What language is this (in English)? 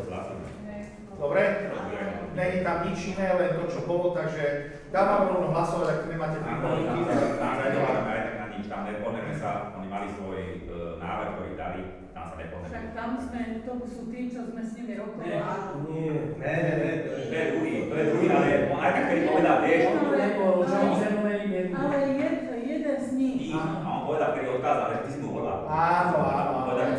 Slovak